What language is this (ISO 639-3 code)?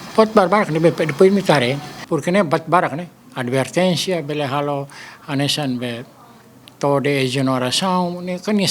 tet